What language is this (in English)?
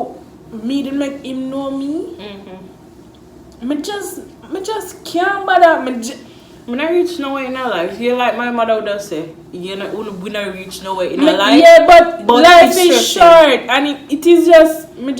Jamaican Creole English